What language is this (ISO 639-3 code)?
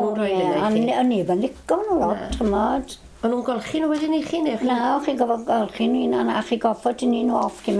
cym